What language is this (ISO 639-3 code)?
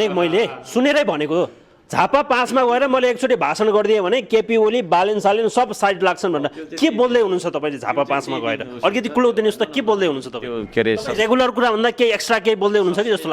nep